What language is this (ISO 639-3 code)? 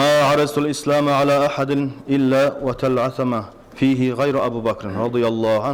kum